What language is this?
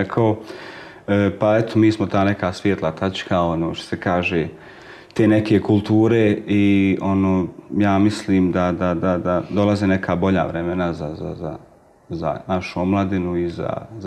Croatian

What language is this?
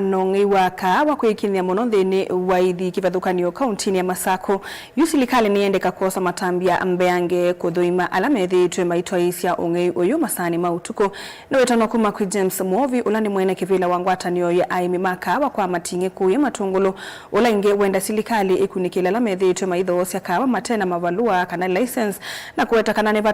Kamba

